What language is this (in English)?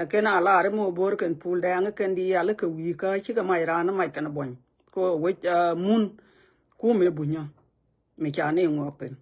Nuer